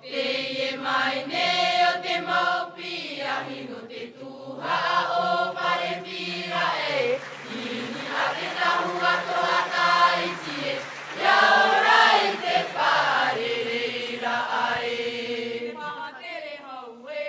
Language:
Tahitian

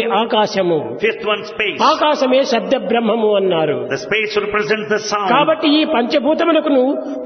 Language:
Telugu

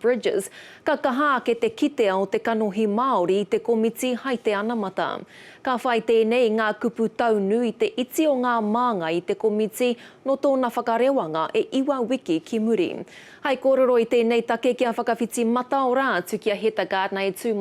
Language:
Māori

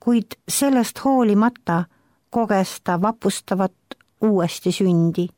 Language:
Estonian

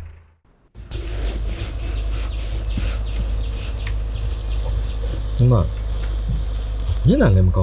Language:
Burmese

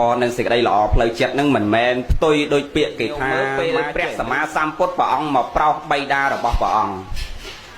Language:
Khmer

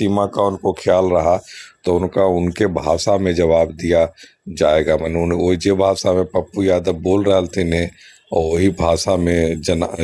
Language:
Magahi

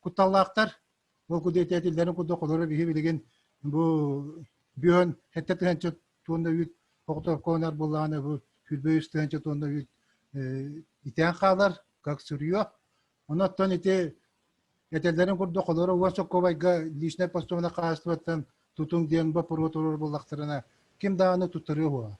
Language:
Yakut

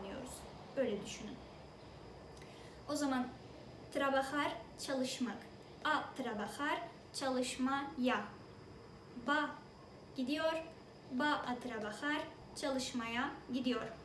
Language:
Turkish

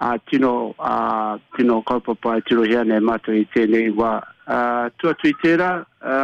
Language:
Māori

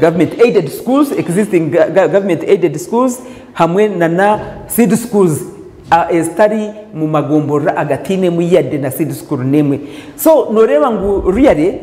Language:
Nyankole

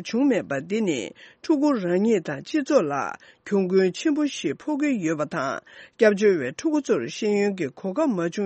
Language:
Tibetan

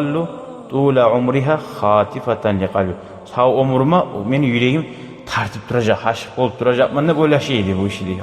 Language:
Kumyk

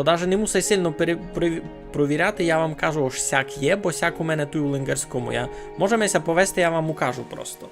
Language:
Rusyn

